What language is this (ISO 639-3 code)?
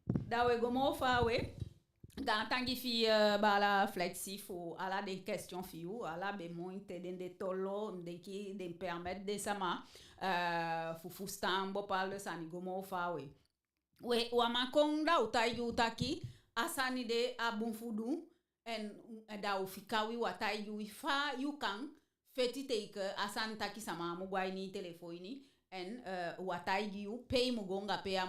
djk